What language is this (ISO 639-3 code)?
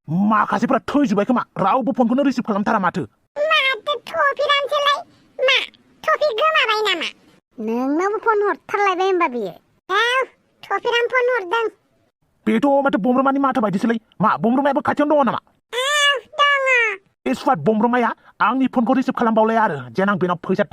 brx